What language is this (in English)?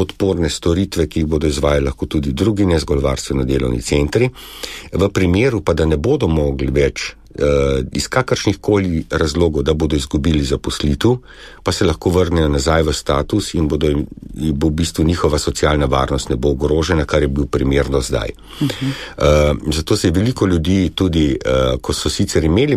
Slovenian